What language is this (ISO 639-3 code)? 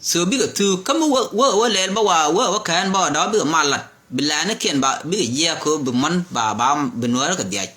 nus